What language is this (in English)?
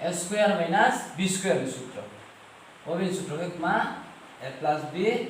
Riang (India)